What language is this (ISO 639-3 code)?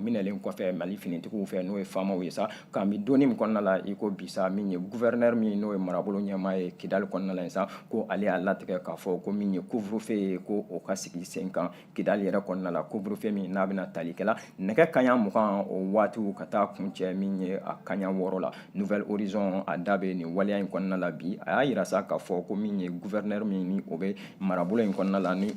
bam